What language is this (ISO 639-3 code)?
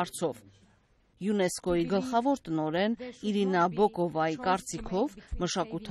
hye